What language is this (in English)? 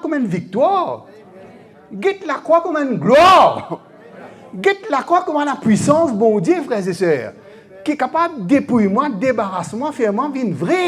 Morisyen